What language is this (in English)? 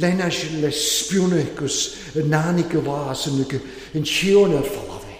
Welsh